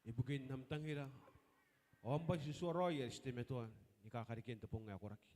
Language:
Gilbertese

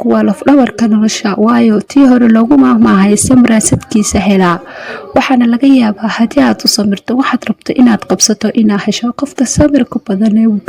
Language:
Somali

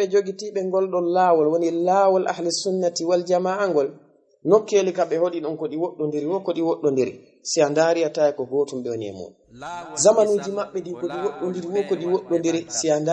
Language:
Fula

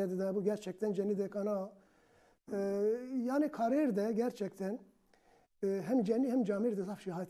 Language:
Zaza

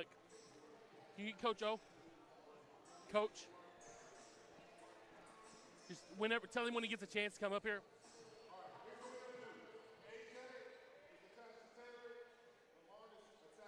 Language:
English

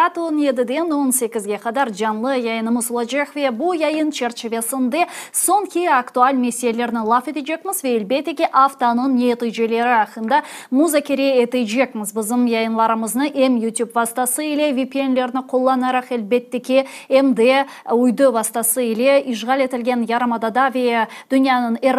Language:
Crimean Tatar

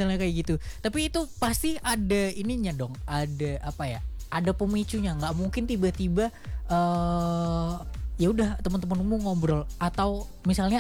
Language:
Indonesian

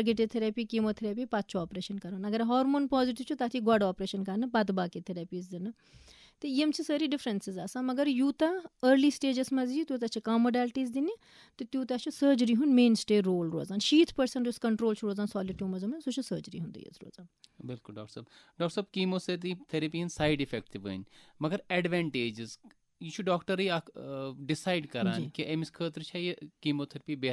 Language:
Kashmiri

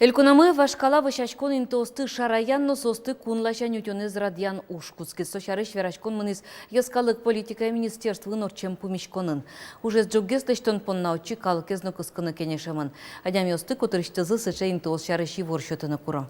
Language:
Udmurt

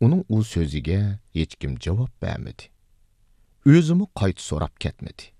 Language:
Uyghur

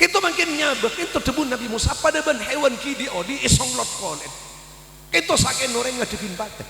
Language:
Madurese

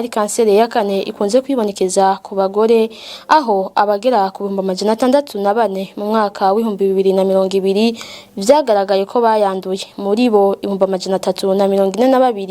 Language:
Rundi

